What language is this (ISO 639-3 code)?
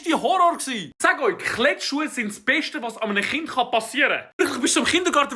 gsw